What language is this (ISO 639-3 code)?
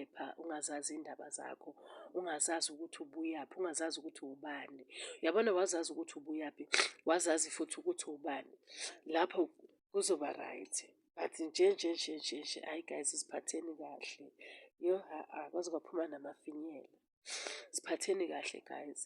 zul